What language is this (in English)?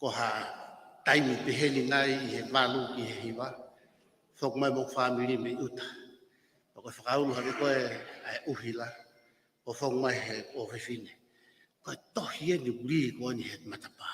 Tongan